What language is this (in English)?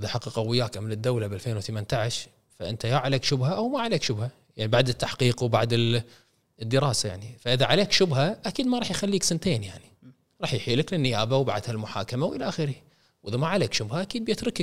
Gulf Arabic